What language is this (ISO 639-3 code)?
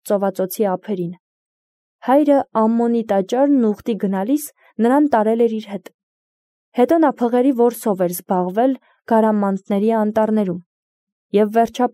hye